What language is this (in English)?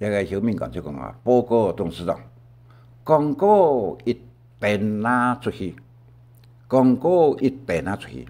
Hakka Chinese